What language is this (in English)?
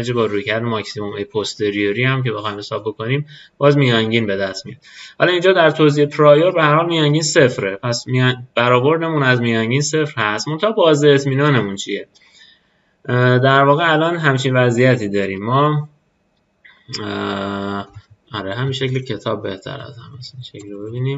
Persian